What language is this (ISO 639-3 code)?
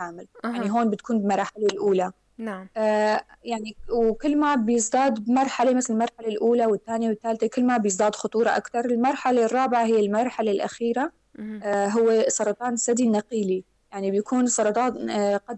apc